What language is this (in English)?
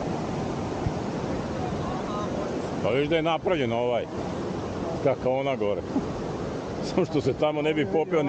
Croatian